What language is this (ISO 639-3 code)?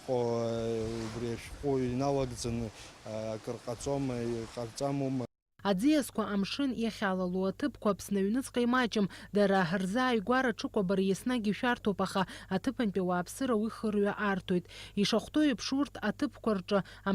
abk